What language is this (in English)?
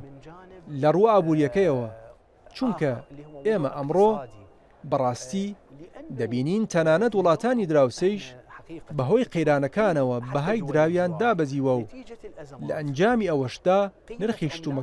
Central Kurdish